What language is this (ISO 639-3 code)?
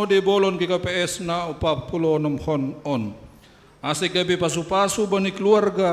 bts